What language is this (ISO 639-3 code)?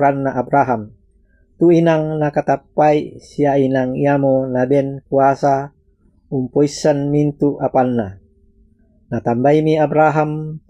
sda